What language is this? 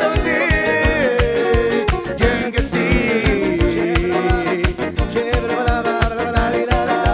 Hungarian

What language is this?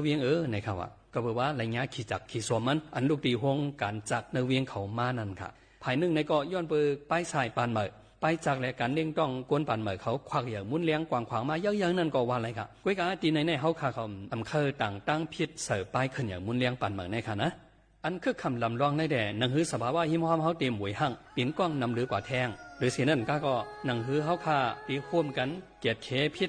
Shan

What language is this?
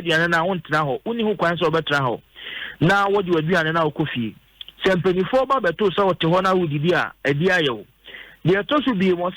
Akan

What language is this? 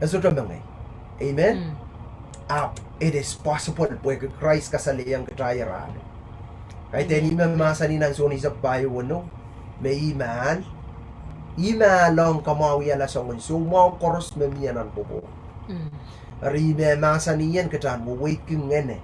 Pohnpeian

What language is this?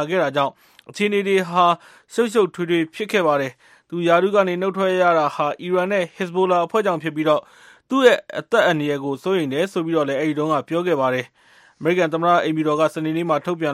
Burmese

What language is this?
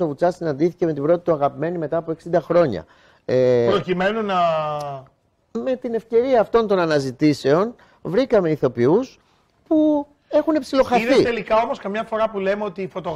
Greek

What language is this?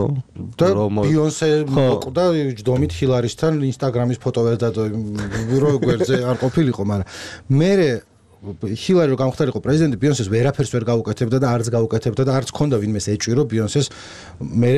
Georgian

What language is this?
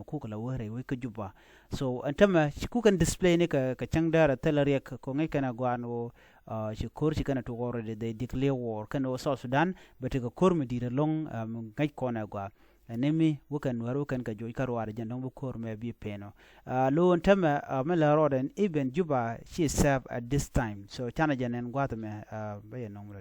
Nuer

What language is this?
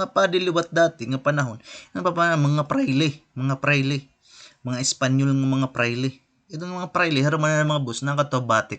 Waray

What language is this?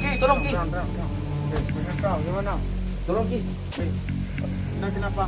Minangkabau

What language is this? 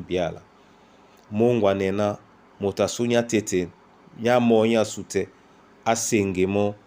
Duala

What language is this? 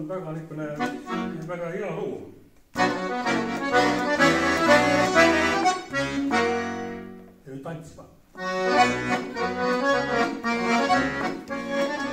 Estonian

